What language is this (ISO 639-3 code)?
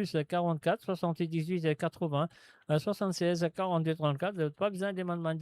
mfe